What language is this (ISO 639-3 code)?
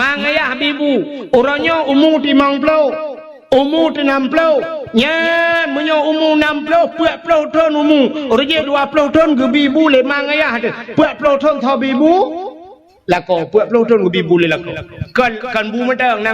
ace